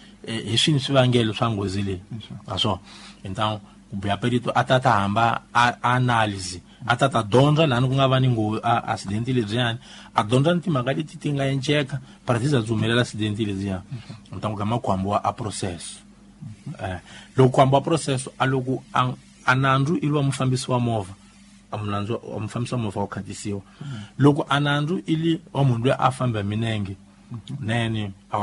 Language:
Tsonga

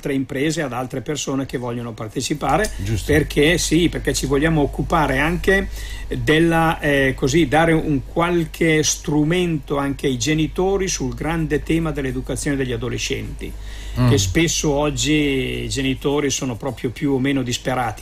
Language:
Italian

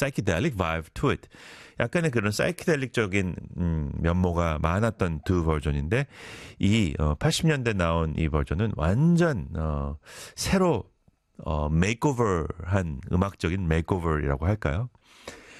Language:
Korean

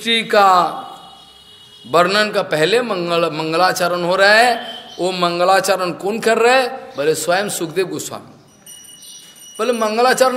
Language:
Hindi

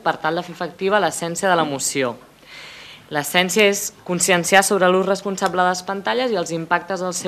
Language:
Catalan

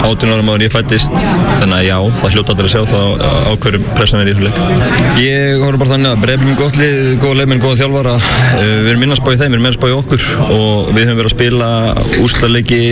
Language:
Icelandic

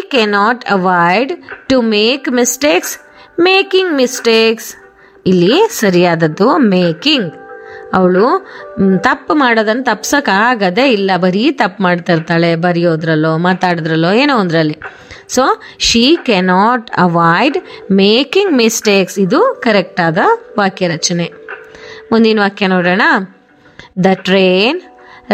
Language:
Kannada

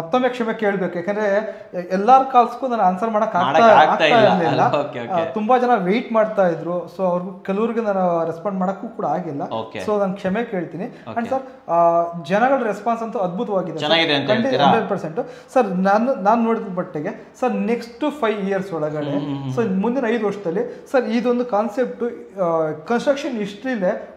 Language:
Kannada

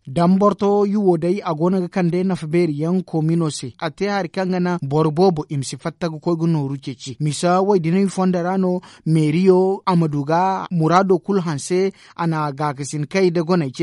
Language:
Zarma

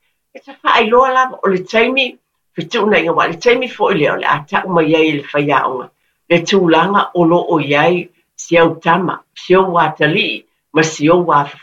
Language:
Samoan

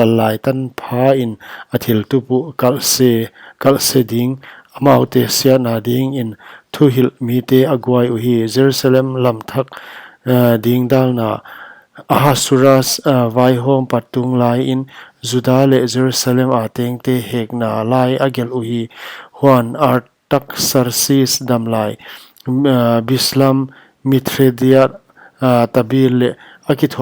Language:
Paite Chin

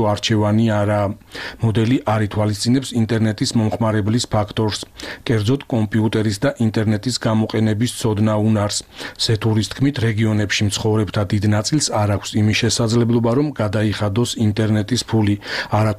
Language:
Georgian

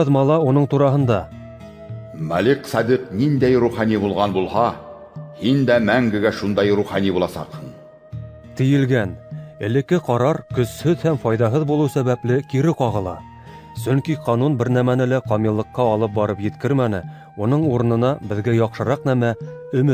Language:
Bashkir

